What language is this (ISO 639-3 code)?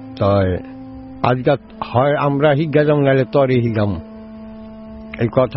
ben